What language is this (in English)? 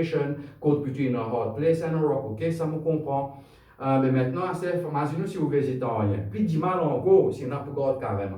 Morisyen